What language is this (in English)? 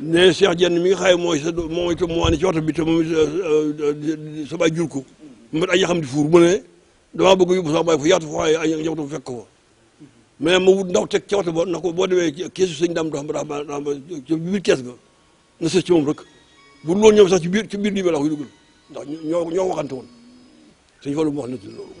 Wolof